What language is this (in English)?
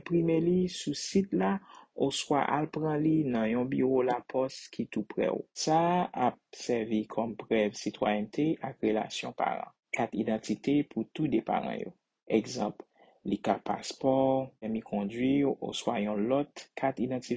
Haitian Creole